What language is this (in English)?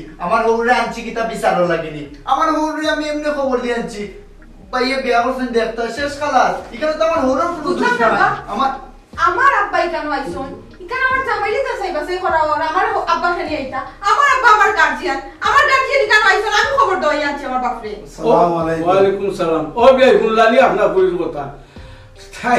Sylheti